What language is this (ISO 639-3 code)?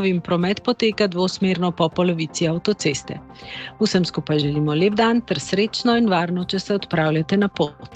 slv